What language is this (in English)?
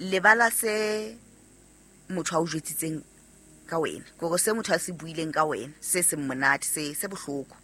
Southern Sotho